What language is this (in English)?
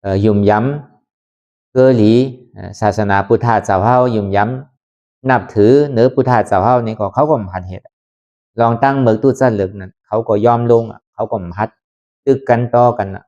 Lü